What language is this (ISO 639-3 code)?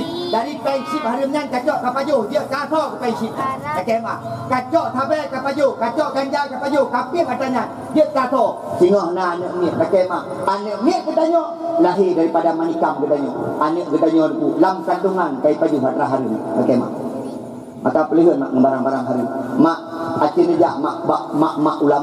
ace